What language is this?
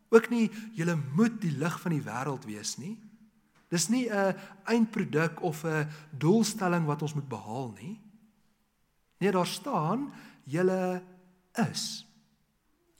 Afrikaans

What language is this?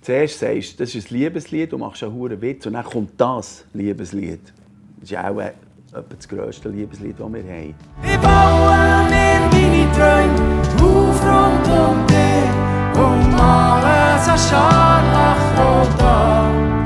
Swiss German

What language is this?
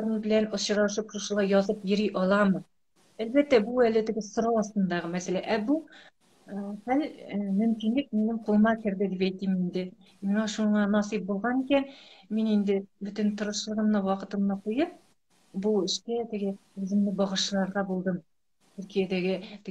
Tatar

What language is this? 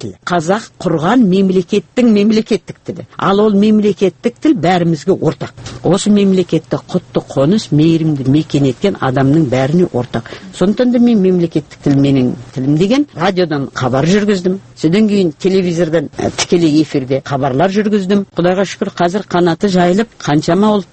Kazakh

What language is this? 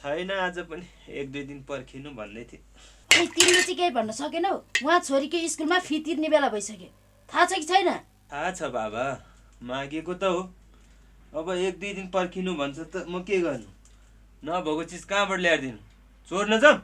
Nepali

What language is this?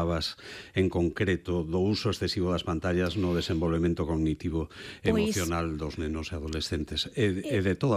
Galician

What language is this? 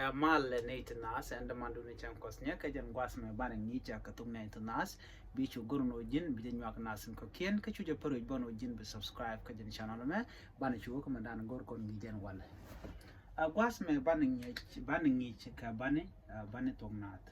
Nuer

